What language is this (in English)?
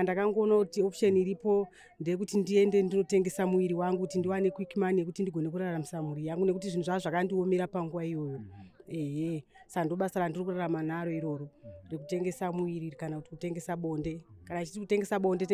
Shona